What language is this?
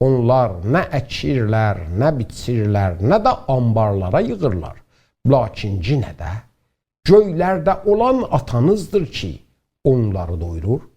South Azerbaijani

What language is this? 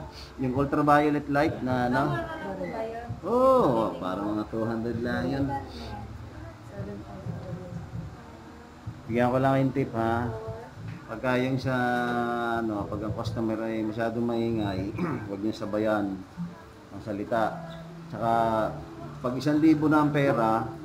Filipino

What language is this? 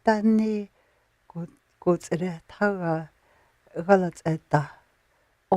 North Slavey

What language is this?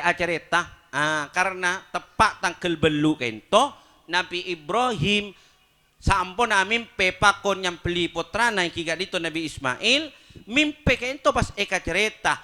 Madurese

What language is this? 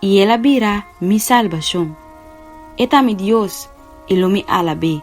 Papiamento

